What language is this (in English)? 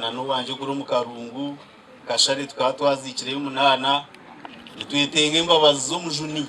Nyankole